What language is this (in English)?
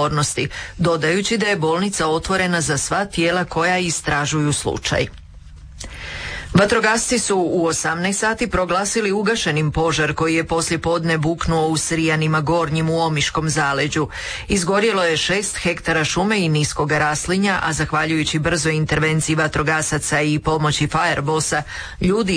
Croatian